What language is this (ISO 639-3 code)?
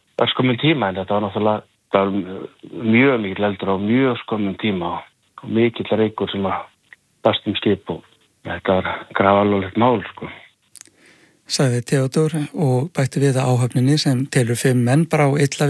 isl